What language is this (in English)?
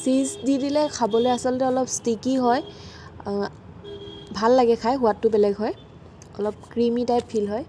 Assamese